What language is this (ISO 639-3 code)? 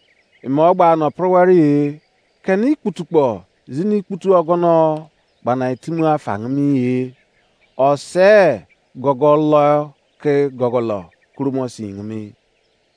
ijc